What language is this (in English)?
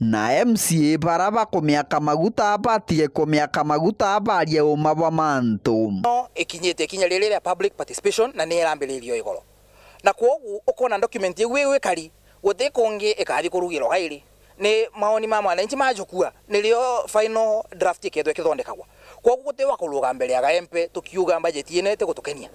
Meru